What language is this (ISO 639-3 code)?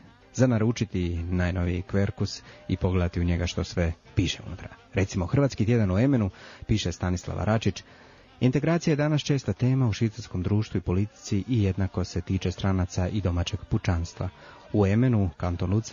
hrv